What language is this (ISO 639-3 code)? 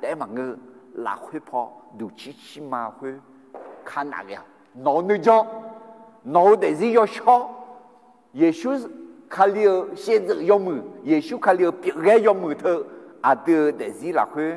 ahk